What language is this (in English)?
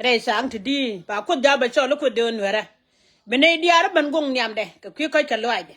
Nuer